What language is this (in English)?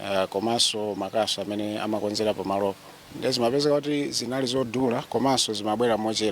Nyanja